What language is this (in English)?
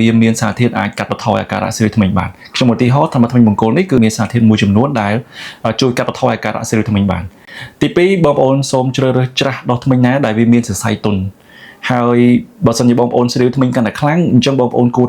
Khmer